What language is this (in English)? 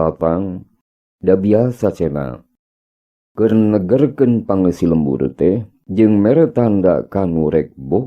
Sundanese